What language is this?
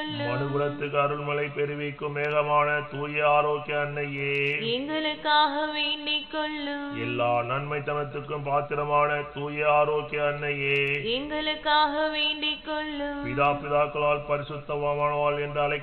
Tamil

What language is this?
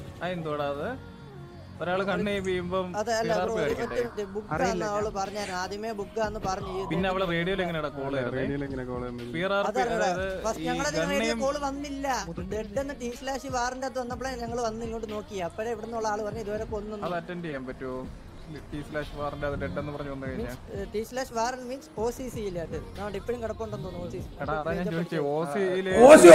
Malayalam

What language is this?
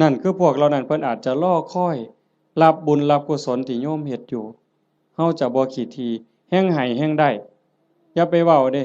Northeastern Thai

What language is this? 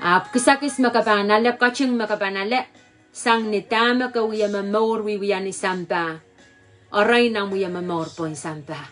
Pohnpeian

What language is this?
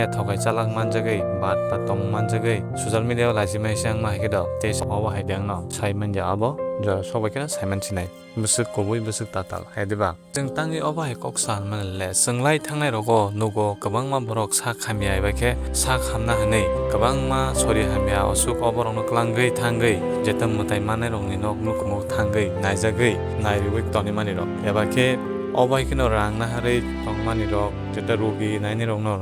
Kok Borok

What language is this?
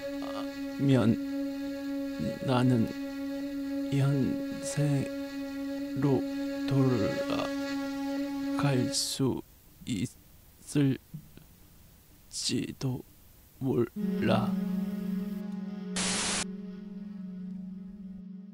Korean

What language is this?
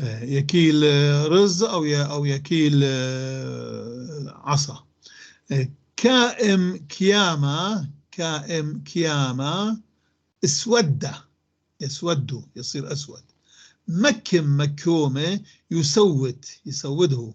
North Levantine Arabic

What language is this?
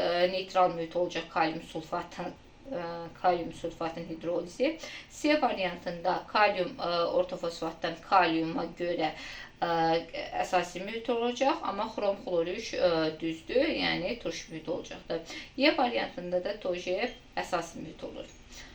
Azerbaijani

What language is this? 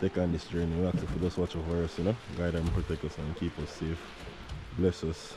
Jamaican Creole English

